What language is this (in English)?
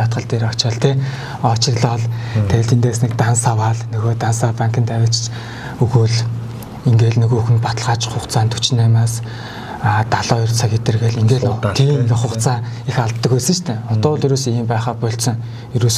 Mongolian